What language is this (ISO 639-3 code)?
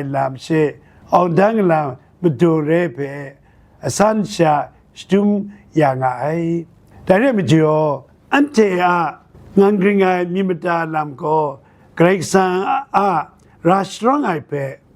kac